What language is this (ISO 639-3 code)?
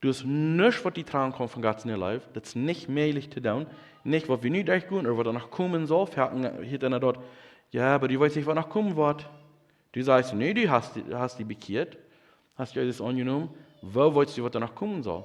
pdt